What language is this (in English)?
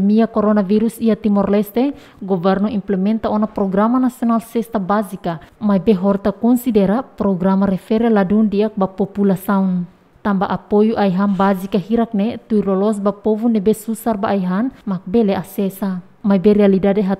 Tetum